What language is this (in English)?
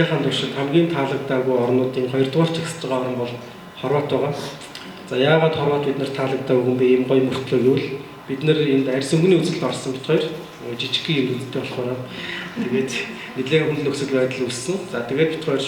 Mongolian